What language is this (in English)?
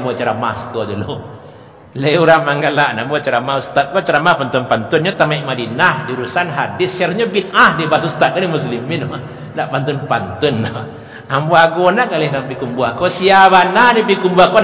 Minangkabau